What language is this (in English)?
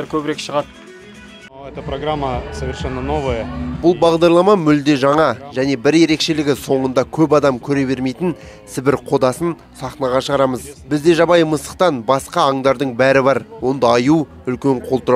Kazakh